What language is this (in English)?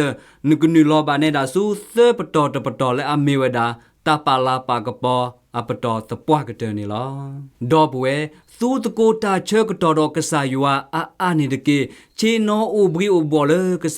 S'gaw Karen